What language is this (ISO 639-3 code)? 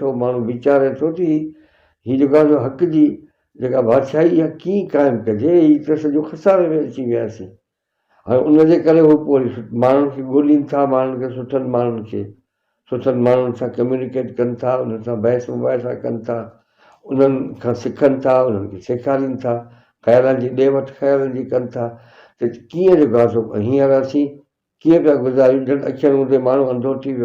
snd